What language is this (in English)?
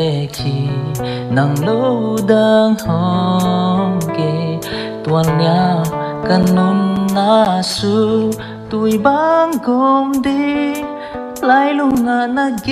Paite Chin